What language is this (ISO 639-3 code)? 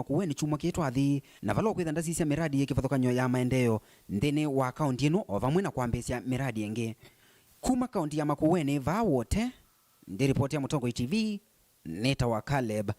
kam